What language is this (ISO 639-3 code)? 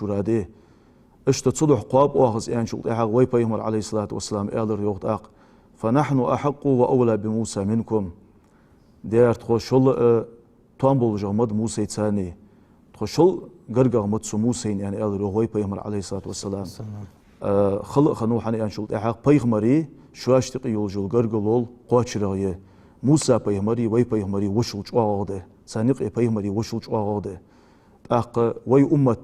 inh